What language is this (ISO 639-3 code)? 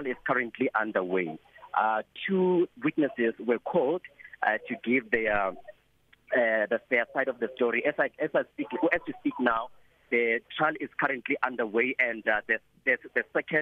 eng